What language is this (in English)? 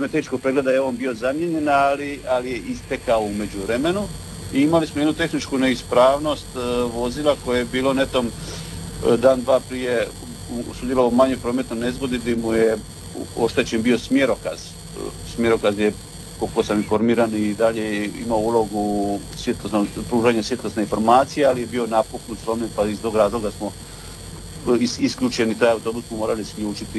Croatian